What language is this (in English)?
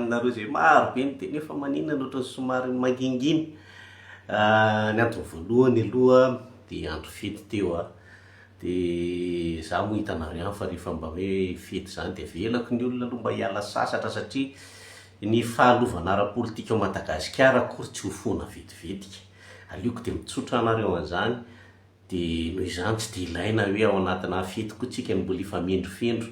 Malagasy